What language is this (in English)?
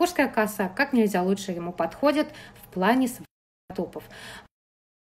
Russian